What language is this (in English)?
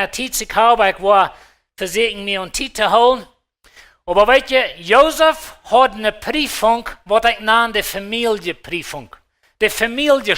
Plautdietsch